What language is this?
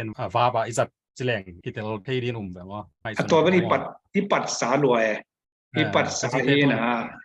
Tedim Chin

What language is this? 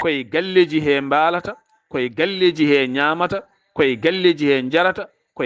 Fula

